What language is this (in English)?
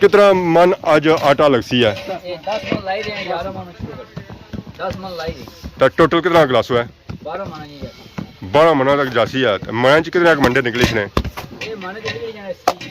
Pahari-Potwari